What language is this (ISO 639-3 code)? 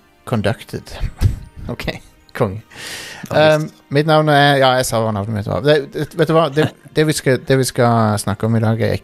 nor